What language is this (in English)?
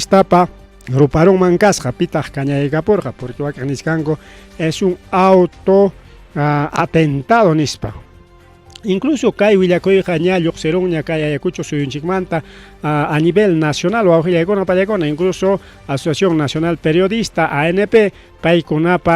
Ayacucho Quechua